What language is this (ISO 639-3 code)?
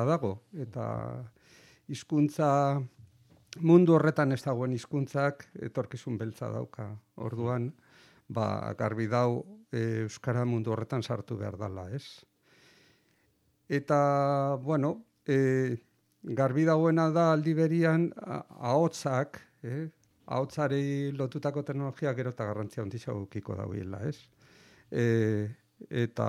eus